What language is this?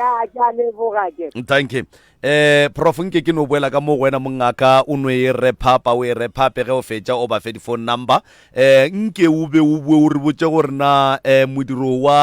Northern Sotho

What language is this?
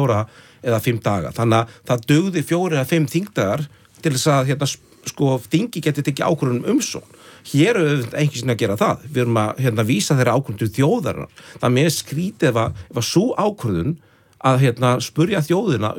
Icelandic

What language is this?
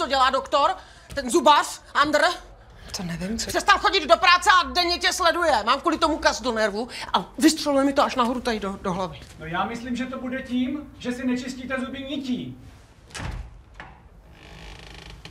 Czech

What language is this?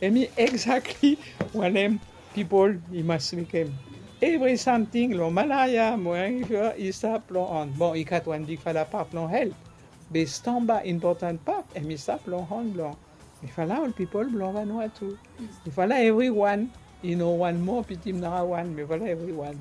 Bislama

